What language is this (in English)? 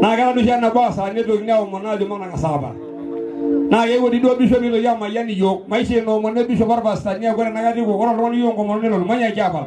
Masai